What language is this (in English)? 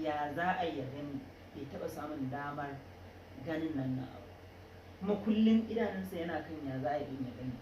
Hausa